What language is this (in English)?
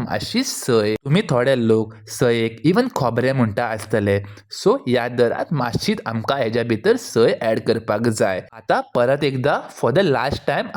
Konkani